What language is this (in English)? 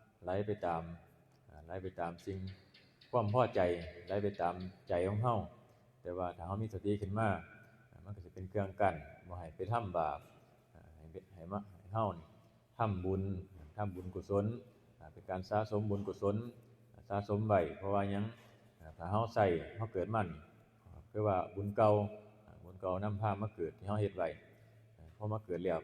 Northeastern Thai